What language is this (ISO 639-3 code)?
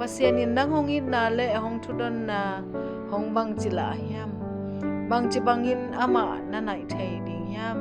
ctd